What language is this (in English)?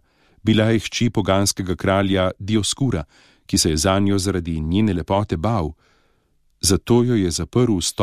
Slovenian